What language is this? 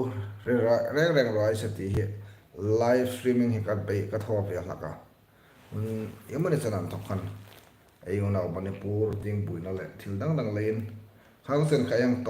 Hmar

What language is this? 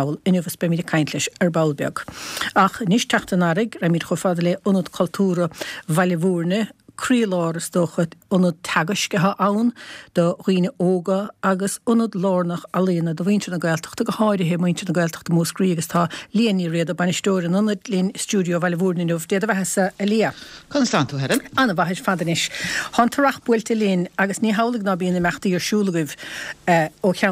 Irish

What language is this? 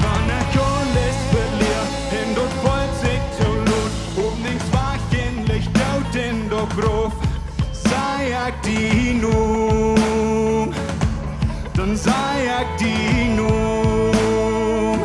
Plautdietsch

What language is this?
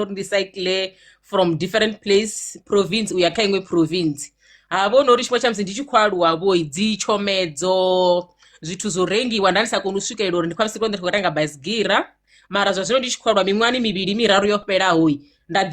Venda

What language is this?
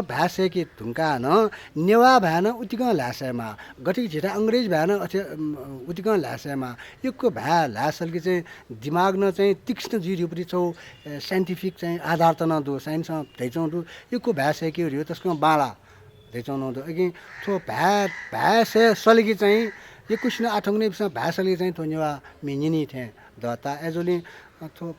Newari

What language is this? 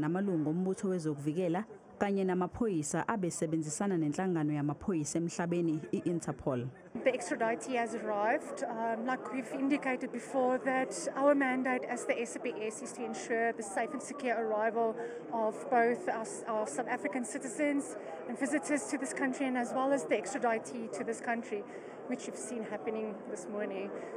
Zulu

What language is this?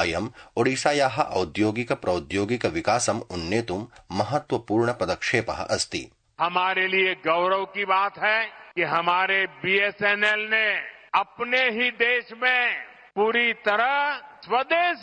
Sanskrit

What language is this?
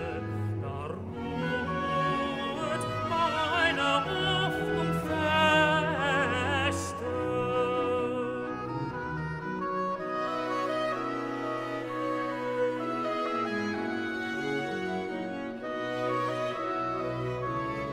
German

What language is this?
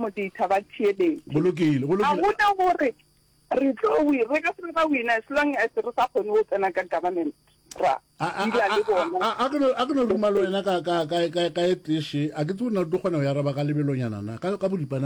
Northern Sotho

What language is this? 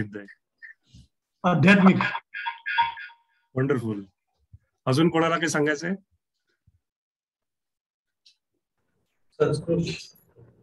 Marathi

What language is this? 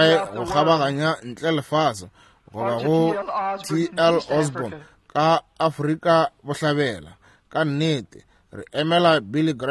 Northern Sotho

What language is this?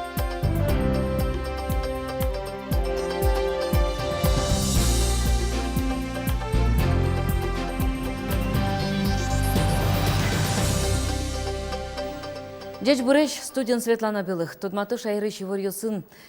Udmurt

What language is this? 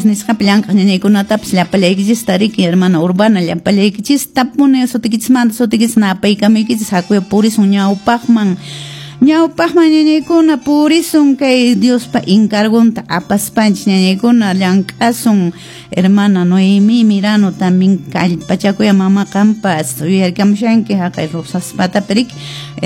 Quechua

